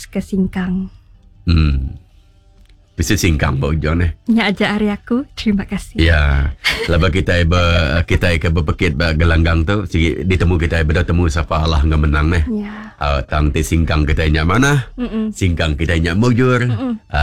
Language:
Iban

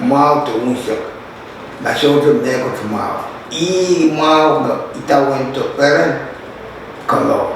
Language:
Pohnpeian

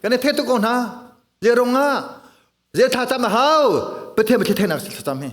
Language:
Hakha Chin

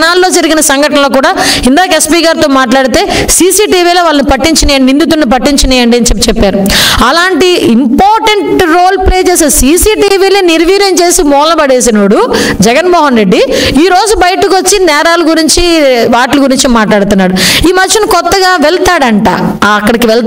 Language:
Telugu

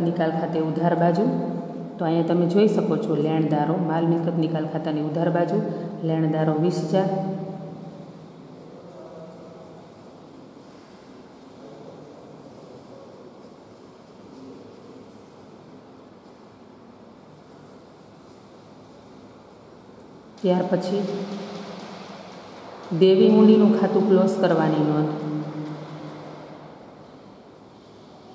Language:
Gujarati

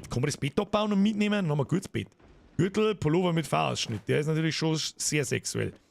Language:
Bavarian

